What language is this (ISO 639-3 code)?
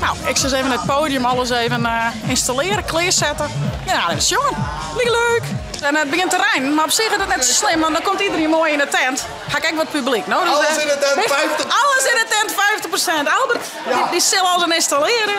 fry